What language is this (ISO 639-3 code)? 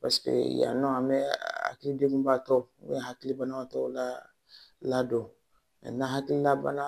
bam